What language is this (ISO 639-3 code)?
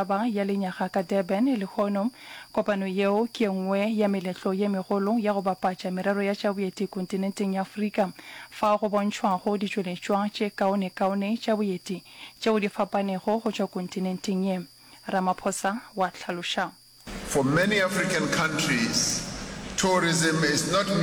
nso